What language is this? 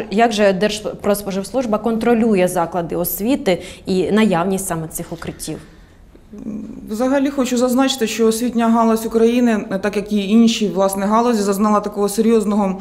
Ukrainian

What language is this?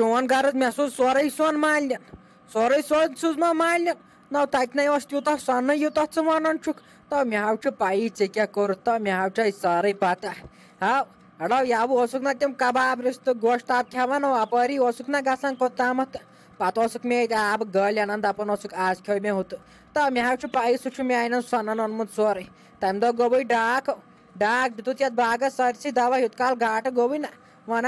Kashmiri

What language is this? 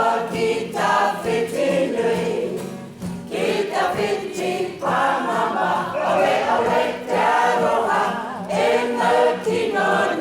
Māori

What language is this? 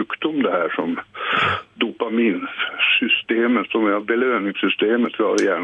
Swedish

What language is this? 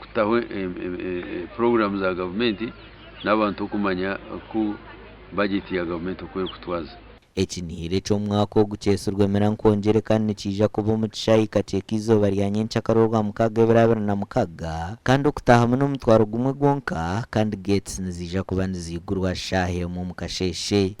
Nyankole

